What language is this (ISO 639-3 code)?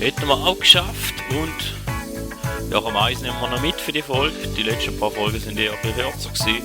gsw